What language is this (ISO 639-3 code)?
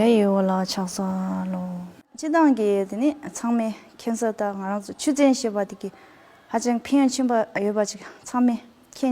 bod